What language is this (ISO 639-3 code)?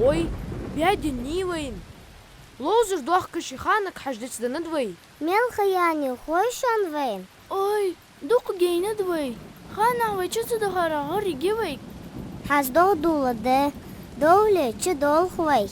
inh